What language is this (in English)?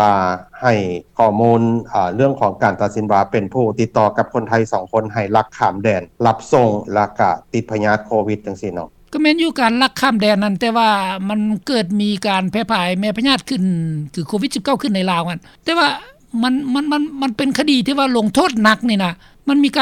Lao